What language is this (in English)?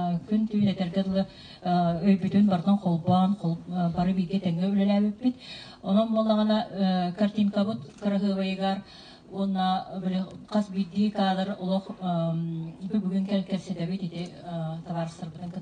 Yakut